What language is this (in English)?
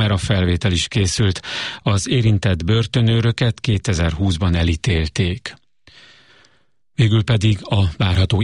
Hungarian